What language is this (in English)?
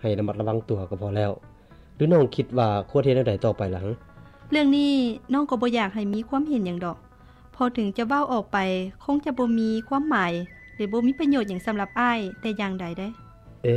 Lao